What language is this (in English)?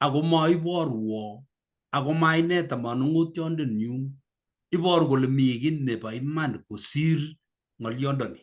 Kalenjin